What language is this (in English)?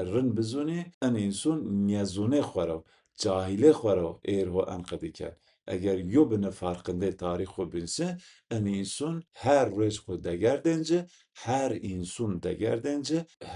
Zaza